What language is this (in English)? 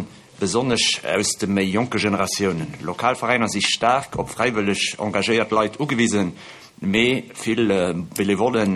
Luxembourgish